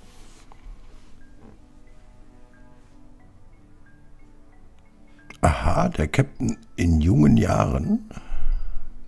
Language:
German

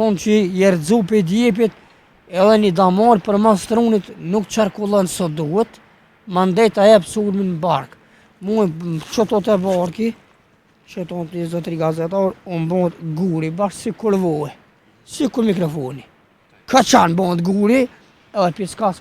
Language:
Albanian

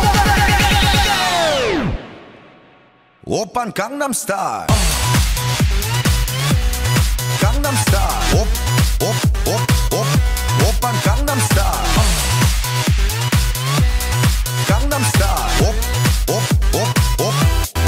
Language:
Korean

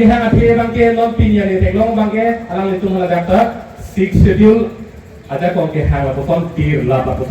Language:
Karbi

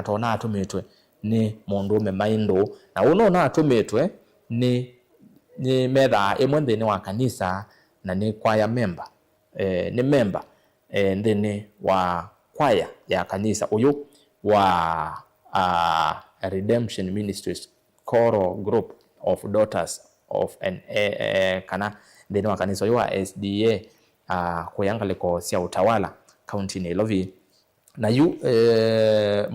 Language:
Kamba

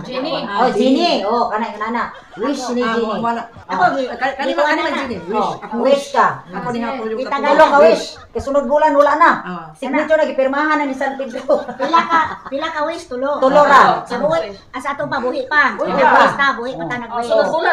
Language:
Cebuano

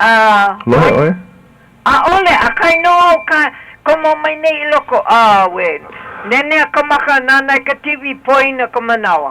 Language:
Hawaiian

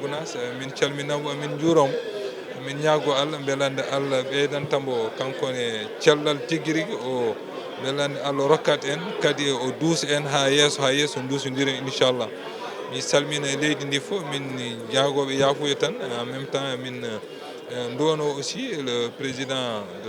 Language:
Fula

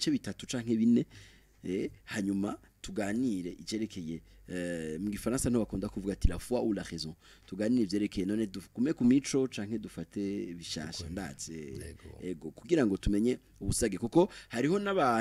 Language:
Rundi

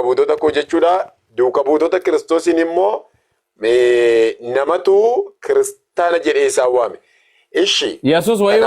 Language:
Oromo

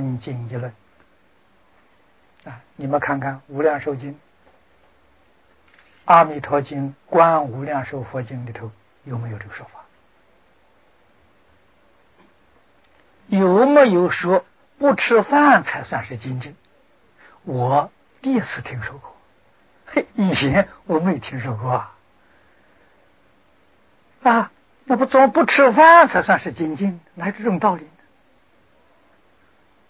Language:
Chinese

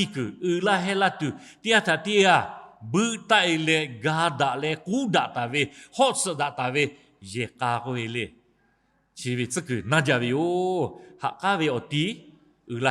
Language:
Lahu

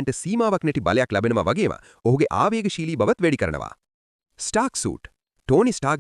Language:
Sinhala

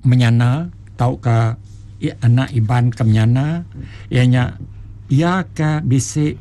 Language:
Iban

